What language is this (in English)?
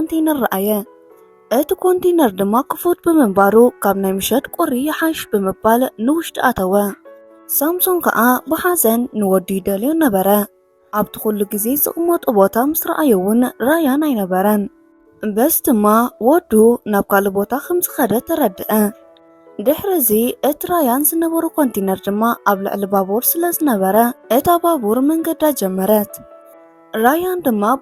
Tigrinya